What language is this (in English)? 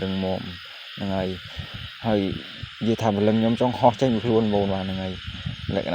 Khmer